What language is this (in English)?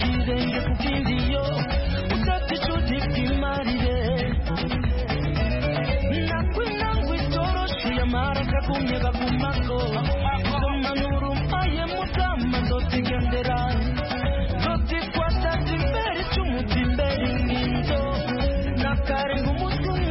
Kinyarwanda